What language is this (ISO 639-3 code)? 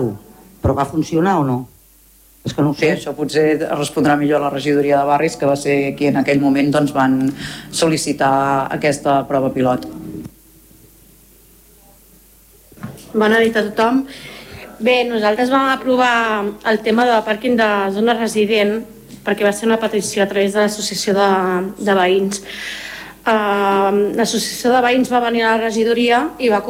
cat